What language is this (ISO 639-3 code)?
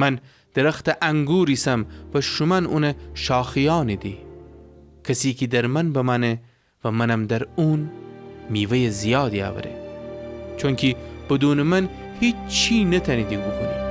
glk